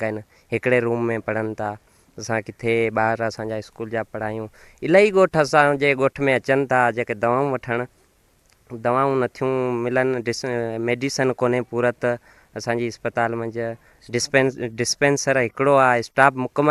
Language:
Sindhi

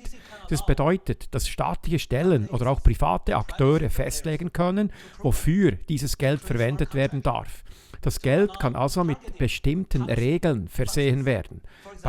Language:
Swiss German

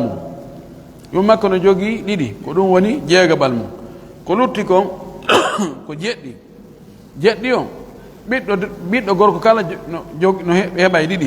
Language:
Pular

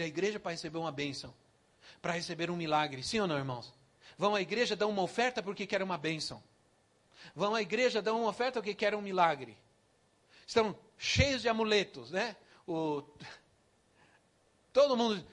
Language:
Portuguese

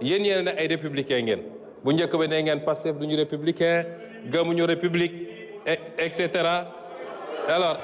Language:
Wolof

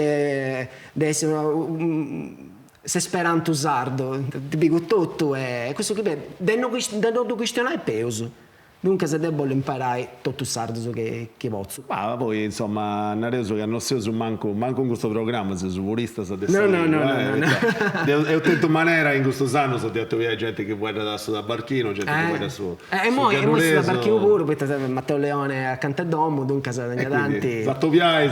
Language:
Sardinian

